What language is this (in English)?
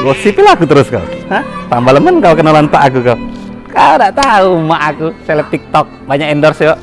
Musi